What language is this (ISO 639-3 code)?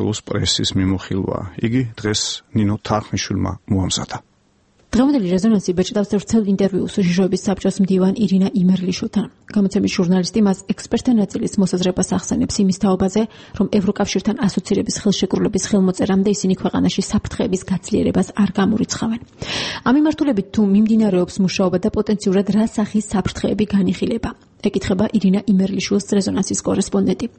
kat